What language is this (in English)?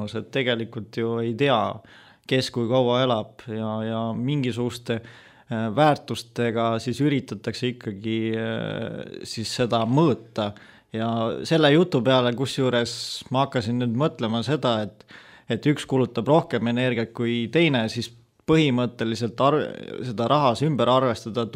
Estonian